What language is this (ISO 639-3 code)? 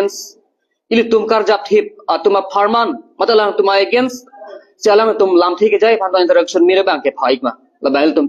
mjw